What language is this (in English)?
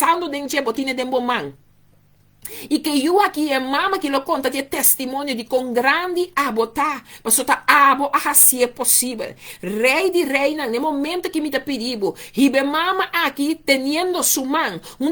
Papiamento